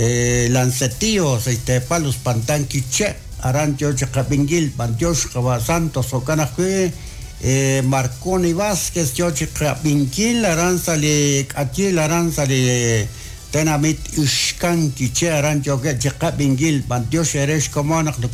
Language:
Kekchí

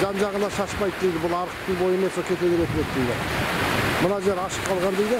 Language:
Kazakh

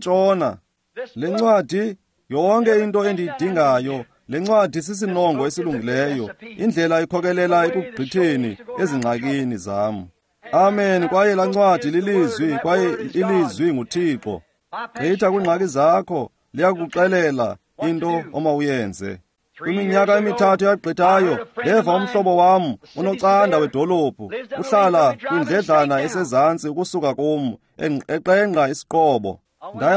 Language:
Xhosa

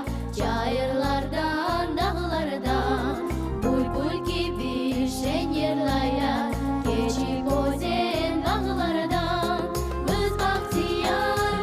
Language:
Crimean Tatar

